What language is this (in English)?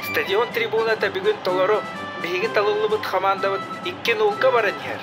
Yakut